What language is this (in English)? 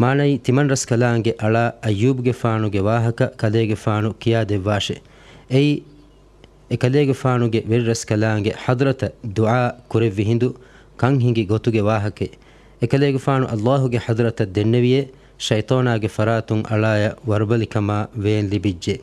Divehi